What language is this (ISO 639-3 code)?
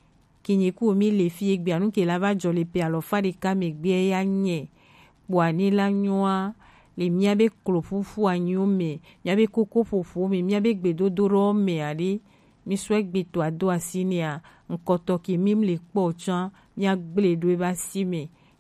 gej